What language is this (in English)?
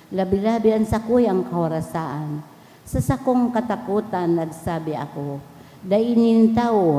Bikol